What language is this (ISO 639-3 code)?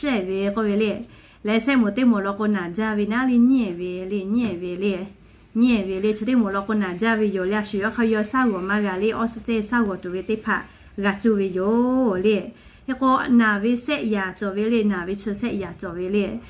lhu